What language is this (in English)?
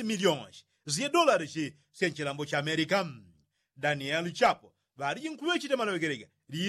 Yao